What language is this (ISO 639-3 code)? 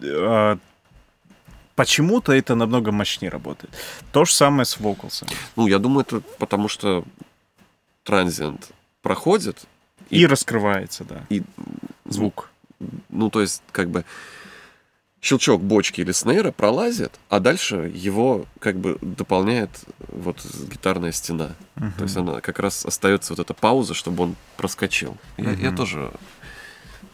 rus